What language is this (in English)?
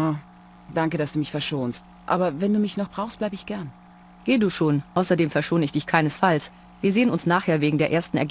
Bavarian